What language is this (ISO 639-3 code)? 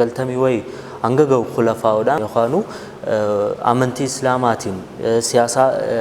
orm